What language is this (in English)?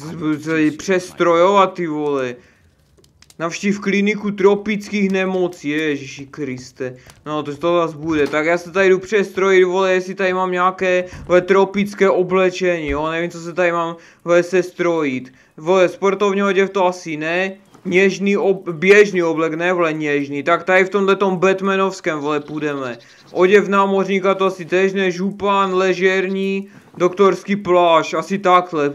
Czech